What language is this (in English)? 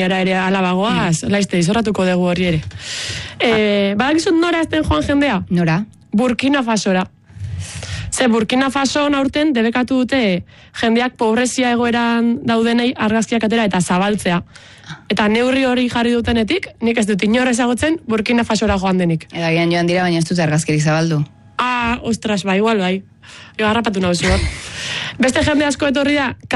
Basque